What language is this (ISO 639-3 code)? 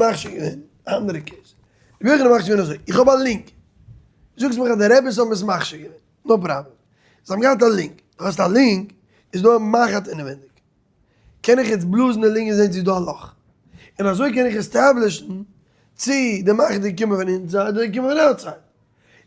yid